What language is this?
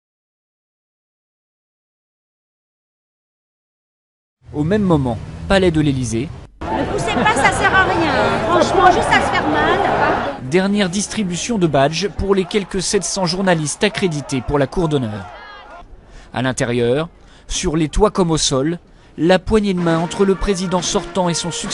French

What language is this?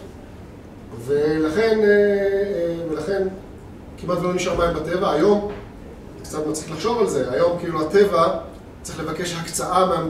Hebrew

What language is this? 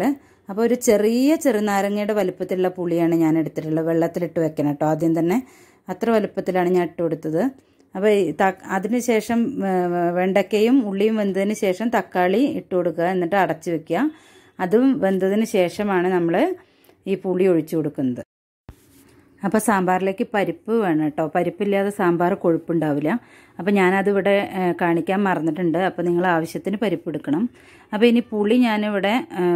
Malayalam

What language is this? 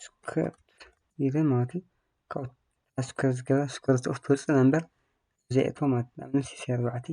Tigrinya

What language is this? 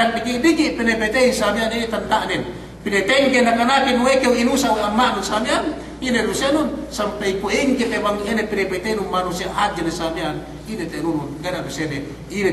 Yakan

